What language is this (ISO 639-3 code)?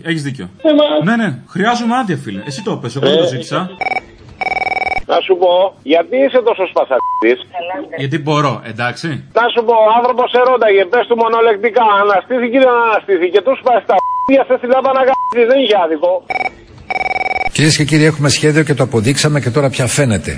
ell